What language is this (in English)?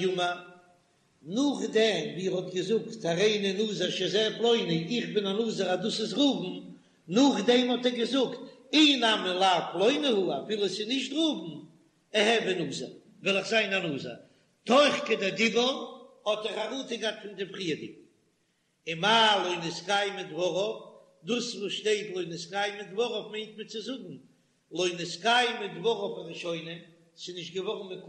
Yiddish